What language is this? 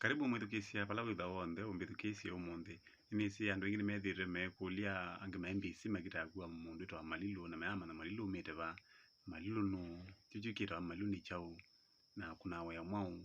Kamba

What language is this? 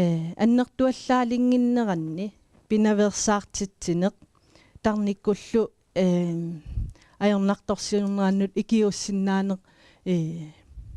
Kalaallisut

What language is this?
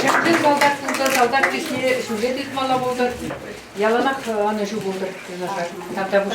Chuvash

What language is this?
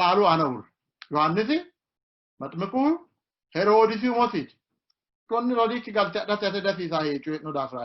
Sidamo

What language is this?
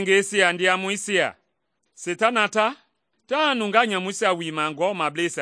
Mende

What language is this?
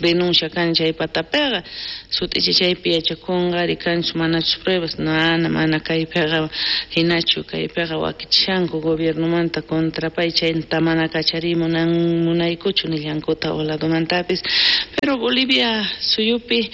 South Bolivian Quechua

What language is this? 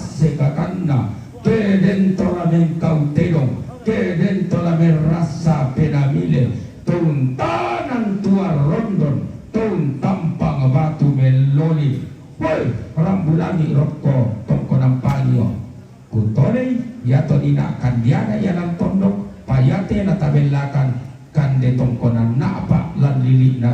Toraja-Sa'dan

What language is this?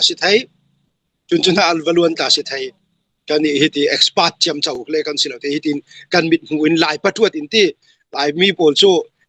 Hakha Chin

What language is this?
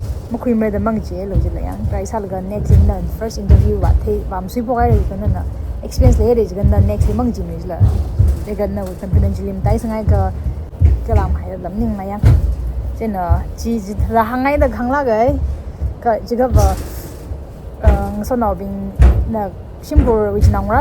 Tangkhul Naga (India)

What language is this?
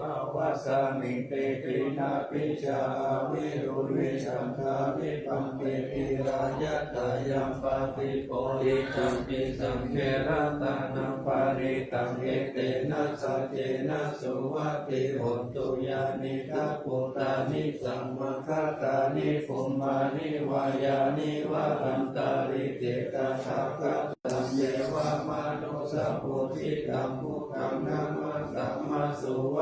Pali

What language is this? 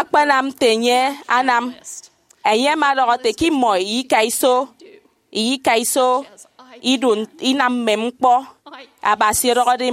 Efik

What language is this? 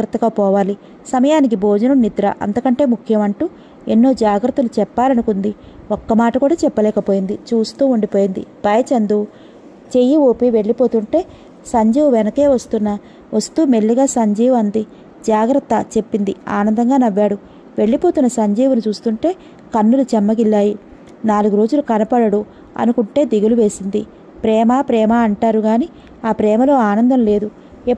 Telugu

